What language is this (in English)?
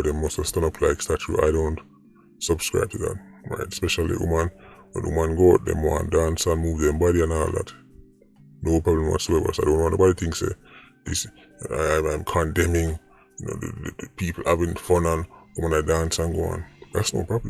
Jamaican Creole English